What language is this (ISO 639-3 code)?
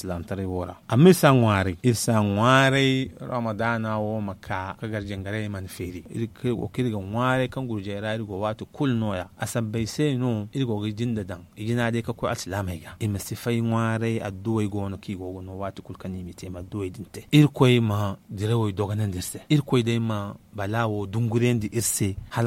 dje